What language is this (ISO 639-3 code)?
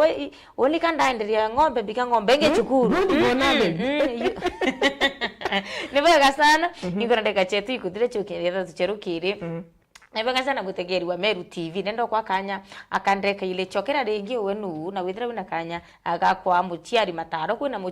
mer